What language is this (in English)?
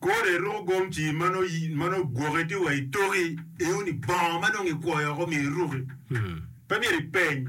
Acoli